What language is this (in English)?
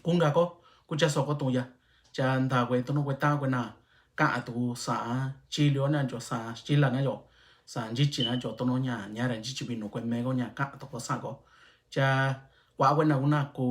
Mixtepec Mixtec